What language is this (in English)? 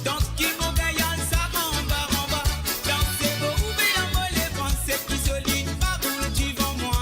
Morisyen